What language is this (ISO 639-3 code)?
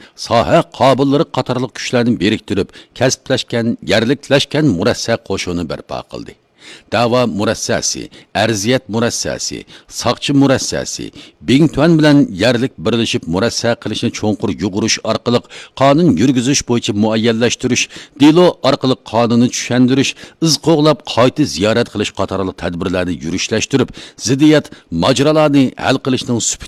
uig